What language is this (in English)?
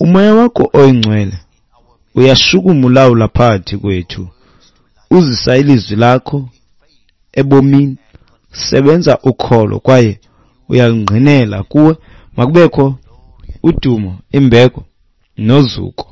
Xhosa